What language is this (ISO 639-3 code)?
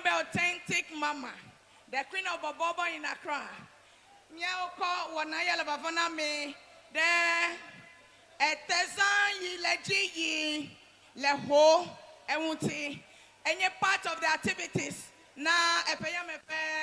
ewe